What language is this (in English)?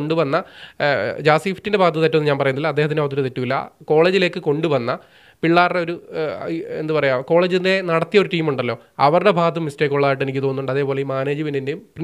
Malayalam